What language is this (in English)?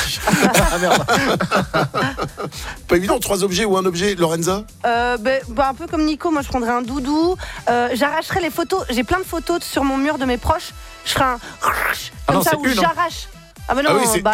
French